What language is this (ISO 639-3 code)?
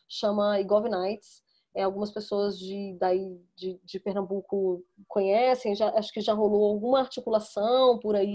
por